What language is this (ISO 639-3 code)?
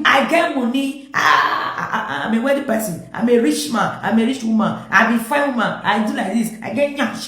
pcm